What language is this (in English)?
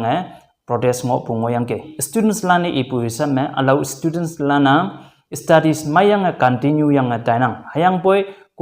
Konyak Naga